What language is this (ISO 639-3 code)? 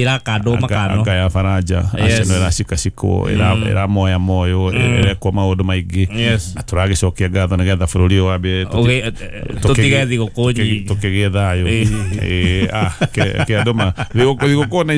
kik